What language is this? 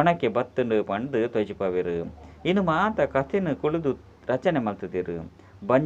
Tulu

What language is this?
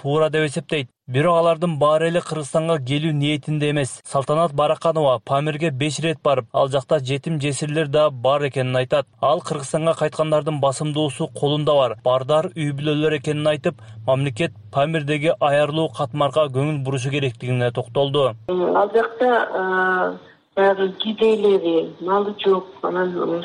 Kyrgyz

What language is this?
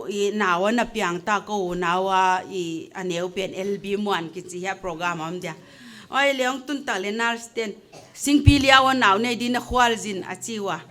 Paite Chin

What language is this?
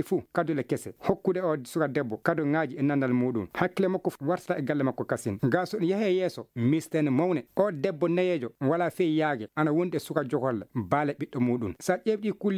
Fula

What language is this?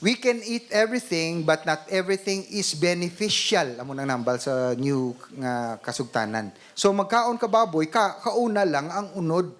Hiligaynon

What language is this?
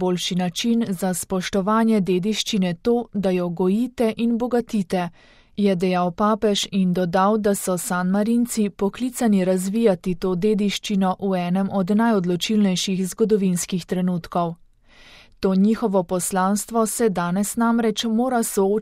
Slovenian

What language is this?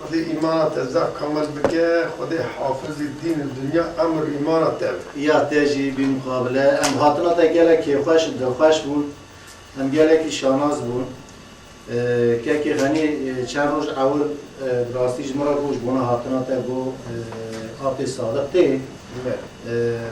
Kurdish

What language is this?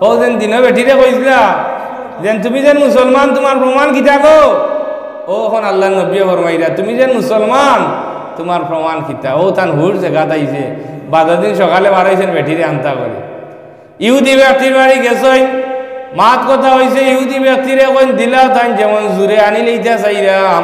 Sylheti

